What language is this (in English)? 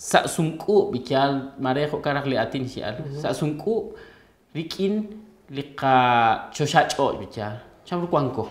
Kekchí